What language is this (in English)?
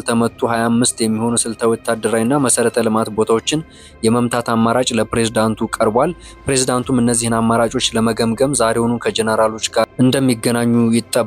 Amharic